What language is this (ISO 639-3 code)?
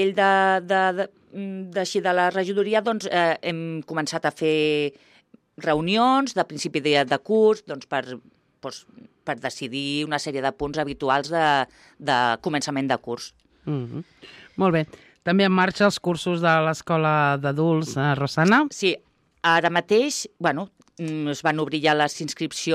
cat